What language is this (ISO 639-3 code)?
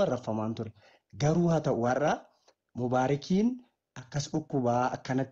orm